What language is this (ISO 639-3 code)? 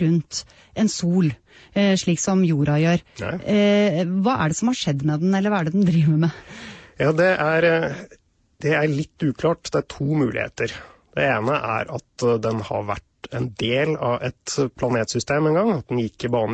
nor